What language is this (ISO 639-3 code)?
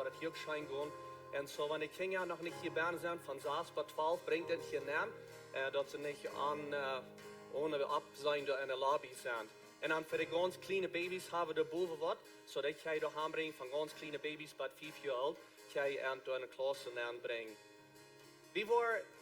pdt